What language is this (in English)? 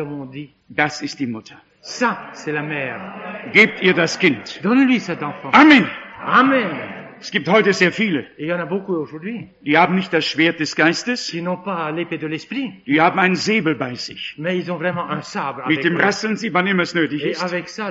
German